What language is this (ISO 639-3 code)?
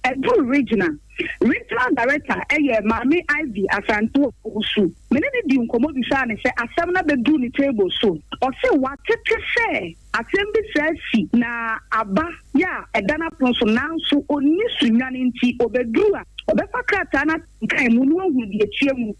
aka